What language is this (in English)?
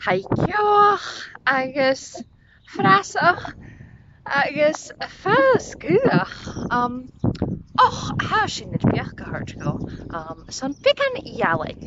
Scottish Gaelic